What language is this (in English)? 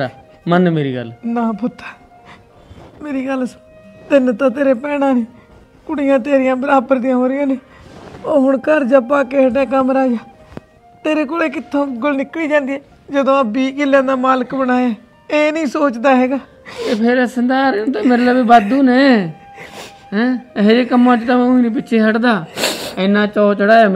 Punjabi